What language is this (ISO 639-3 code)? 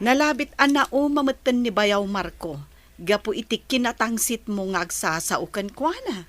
ilo